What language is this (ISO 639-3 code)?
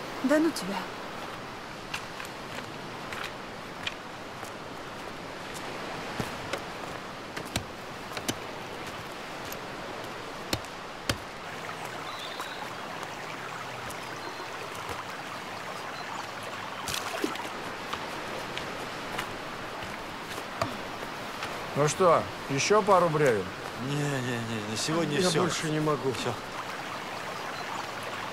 rus